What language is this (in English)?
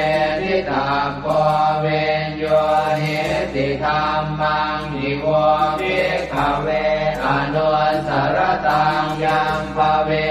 Pali